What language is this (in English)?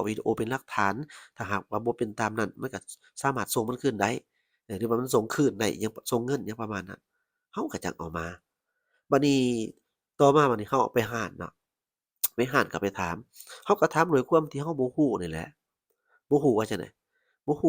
Lao